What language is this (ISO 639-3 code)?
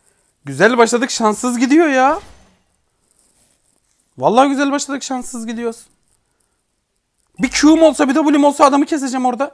tur